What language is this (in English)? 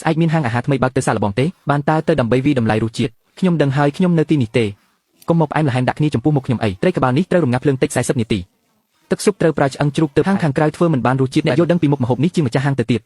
Khmer